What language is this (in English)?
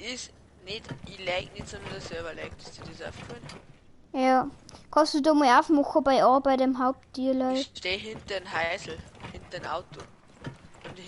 Bavarian